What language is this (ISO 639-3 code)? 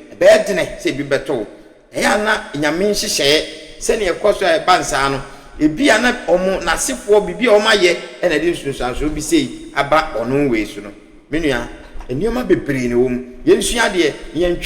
aka